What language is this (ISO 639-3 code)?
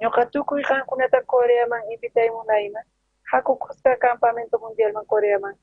quh